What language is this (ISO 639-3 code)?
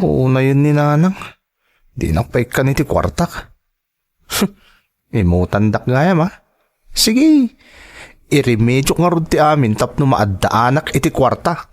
ilo